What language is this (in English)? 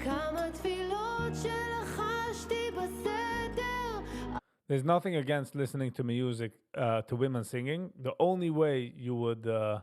Yiddish